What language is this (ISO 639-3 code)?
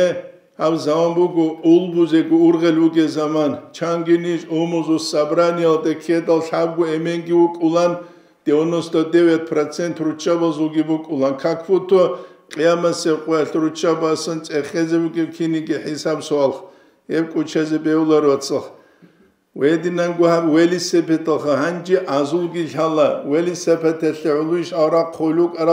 ava